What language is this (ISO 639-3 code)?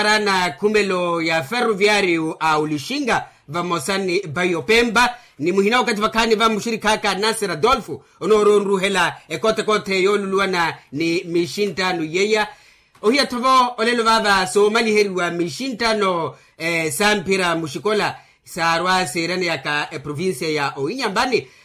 vmw